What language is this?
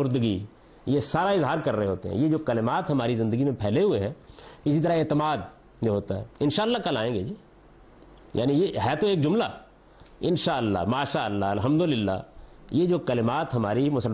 Urdu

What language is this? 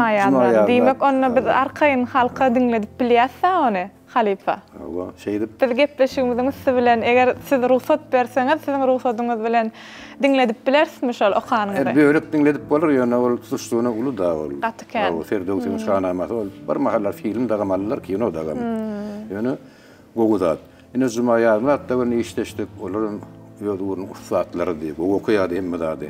Turkmen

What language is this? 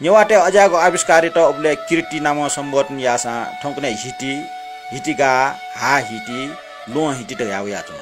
Newari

